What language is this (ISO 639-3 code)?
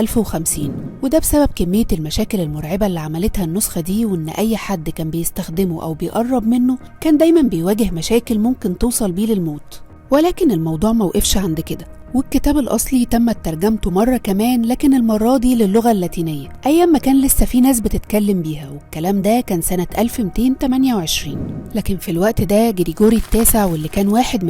arz